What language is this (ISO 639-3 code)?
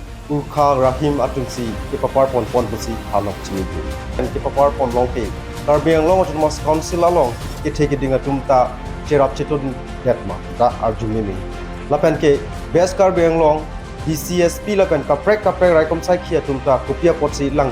mjw